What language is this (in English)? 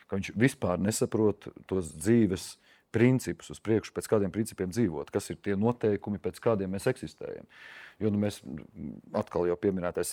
Latvian